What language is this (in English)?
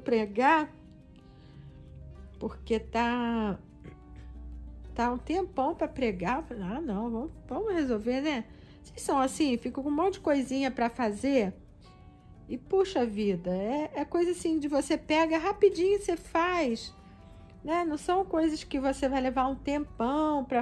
Portuguese